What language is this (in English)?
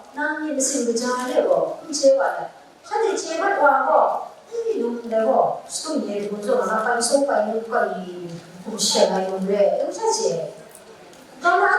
Kachin